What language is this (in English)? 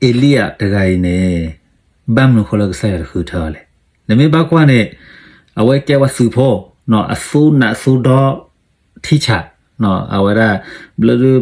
S'gaw Karen